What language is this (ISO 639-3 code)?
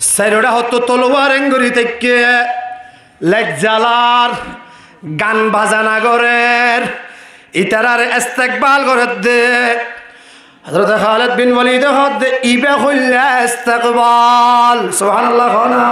rhg